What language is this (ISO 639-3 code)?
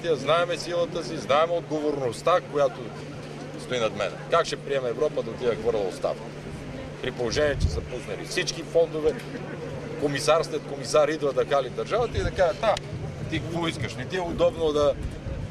bul